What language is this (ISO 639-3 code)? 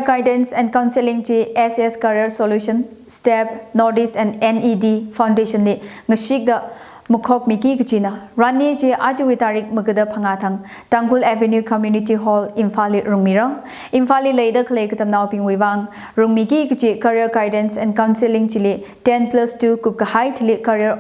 nmf